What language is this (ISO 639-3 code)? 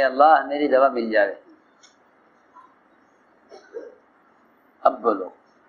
urd